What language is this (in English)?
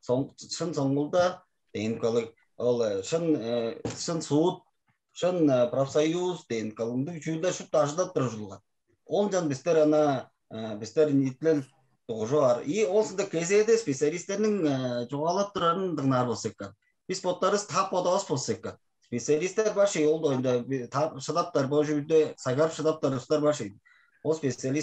Tuvinian